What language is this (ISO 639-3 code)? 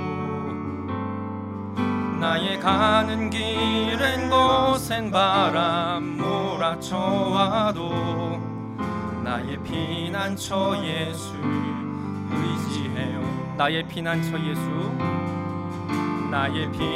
kor